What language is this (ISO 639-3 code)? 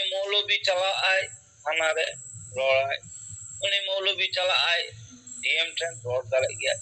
sat